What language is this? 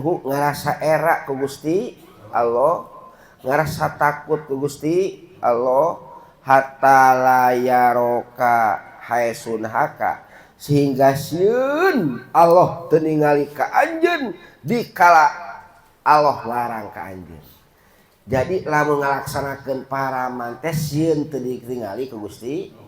Sundanese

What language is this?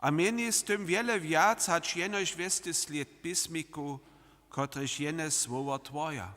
Upper Sorbian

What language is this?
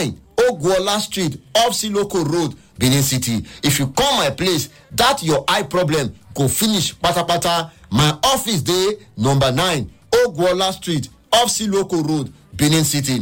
Nigerian Pidgin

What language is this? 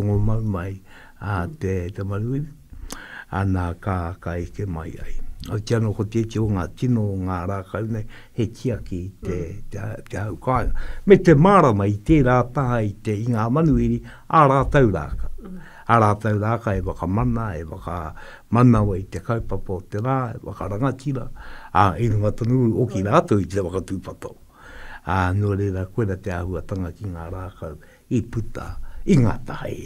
Māori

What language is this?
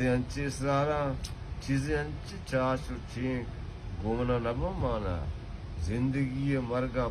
Baluchi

